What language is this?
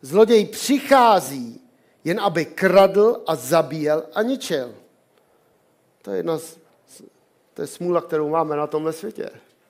Czech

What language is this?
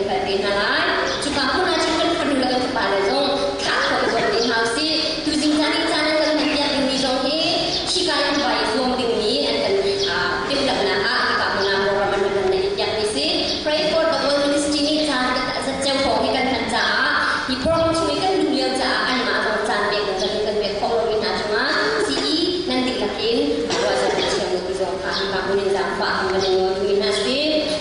Hakha Chin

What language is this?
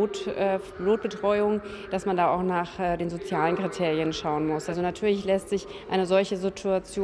German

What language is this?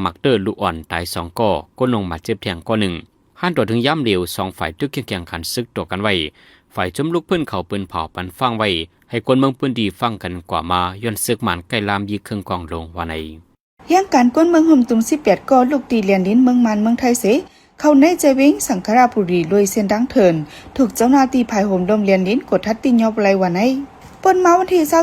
Shan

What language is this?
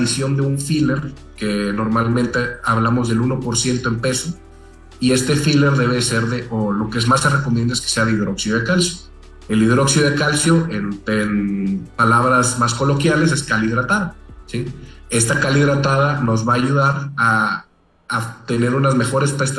Spanish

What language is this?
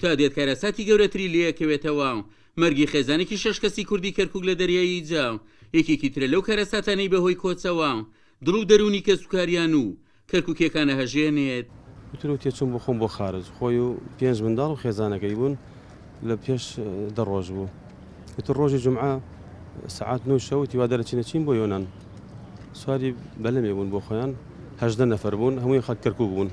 Central Kurdish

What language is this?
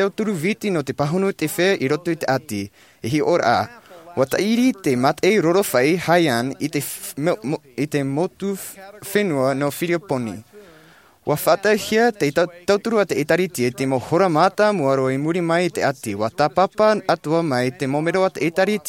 Tahitian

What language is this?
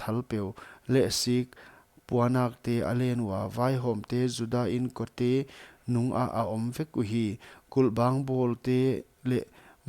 Paite Chin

